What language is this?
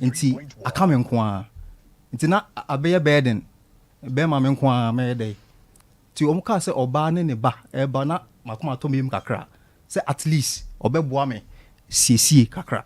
Akan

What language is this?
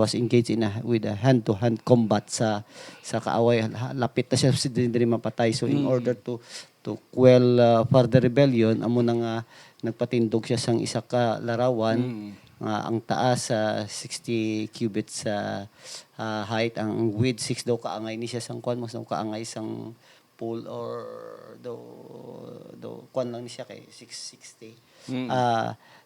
Hiligaynon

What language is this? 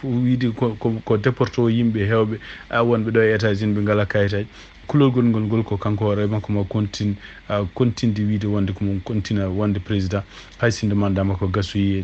Fula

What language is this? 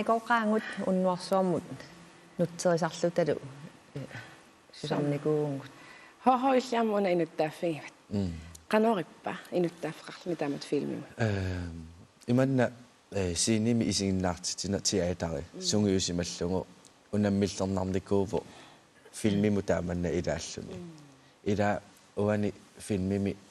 Kalaallisut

